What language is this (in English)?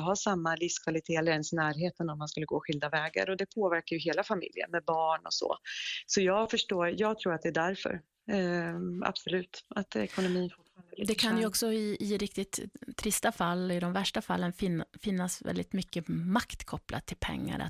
Swedish